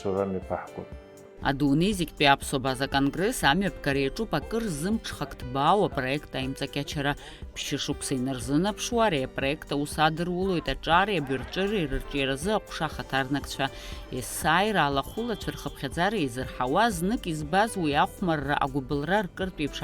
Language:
Abkhazian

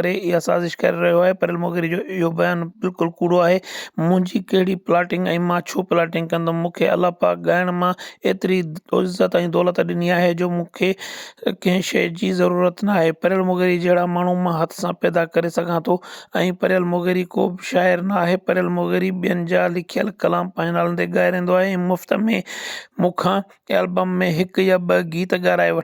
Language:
Sindhi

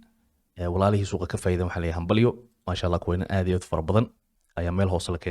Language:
Somali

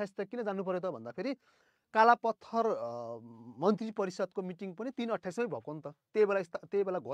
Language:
Nepali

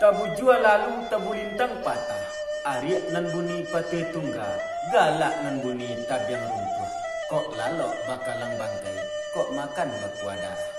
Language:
Minangkabau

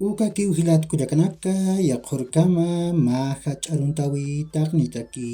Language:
Aymara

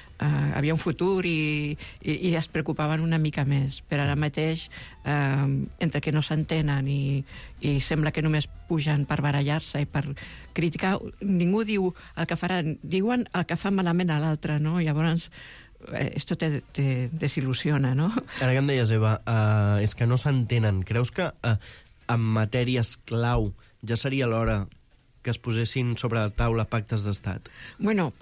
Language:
Catalan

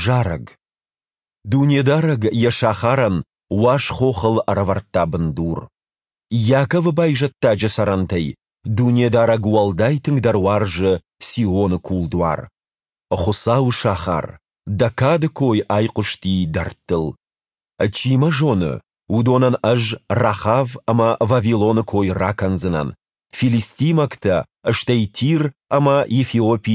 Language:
Ossetic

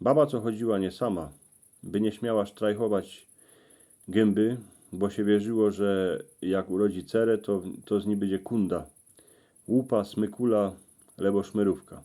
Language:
Silesian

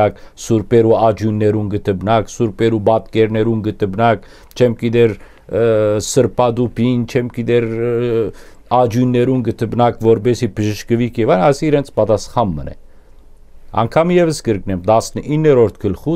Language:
Western Armenian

